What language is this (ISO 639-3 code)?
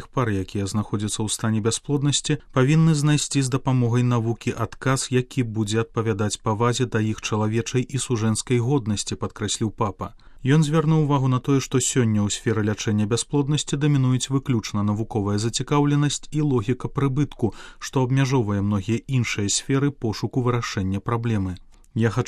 bel